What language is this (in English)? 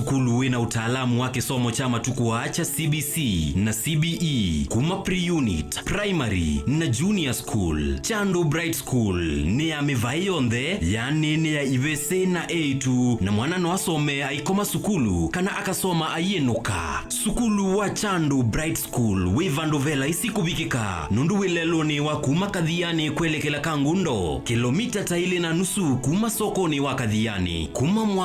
Kamba